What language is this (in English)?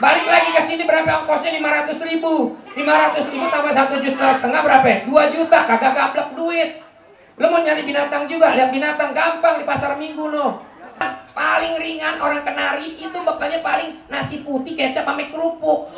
Betawi